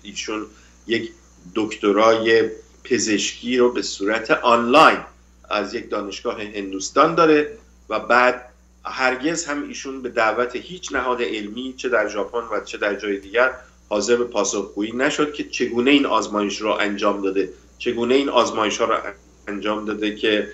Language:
Persian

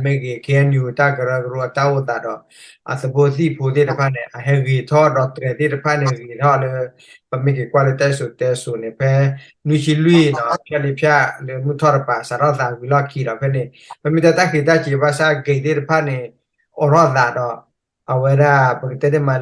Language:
S'gaw Karen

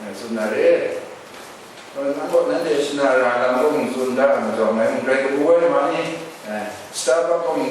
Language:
Kachin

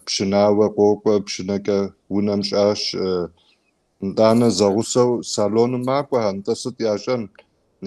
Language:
Kabardian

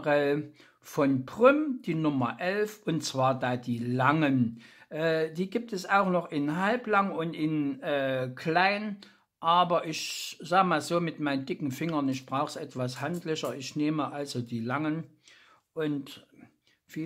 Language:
German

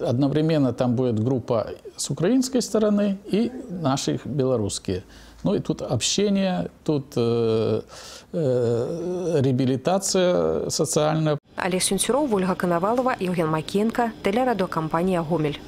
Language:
Belarusian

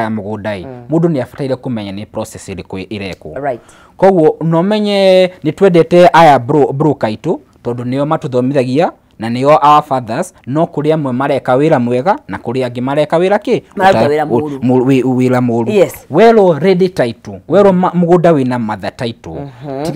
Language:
Kikuyu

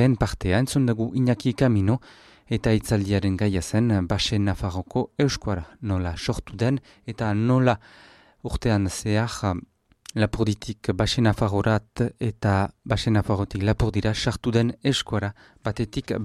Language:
Basque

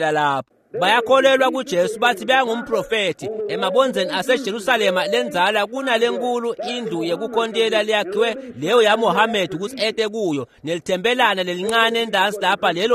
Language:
Swati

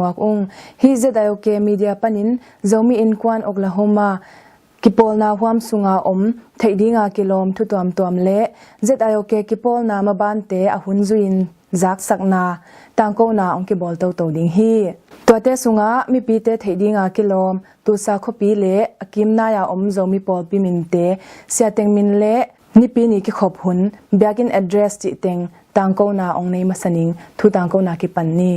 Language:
Tedim Chin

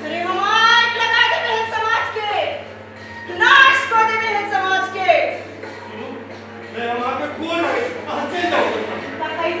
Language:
Maithili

